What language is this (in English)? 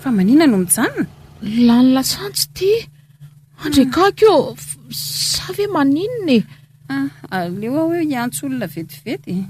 Malagasy